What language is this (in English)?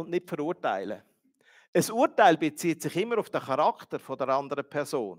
Swiss German